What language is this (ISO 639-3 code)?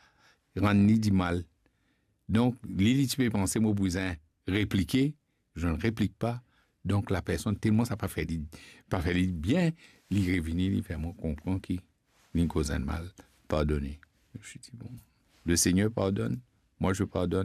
mfe